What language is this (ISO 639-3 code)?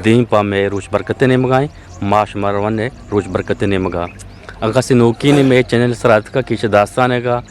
bgp